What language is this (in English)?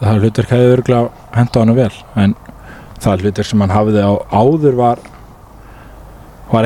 Icelandic